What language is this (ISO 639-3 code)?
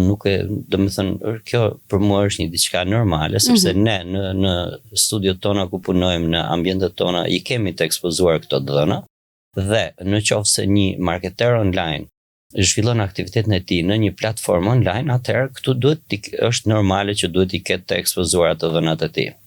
sqi